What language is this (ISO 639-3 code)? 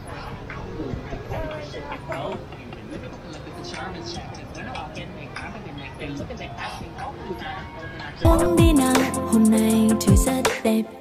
vie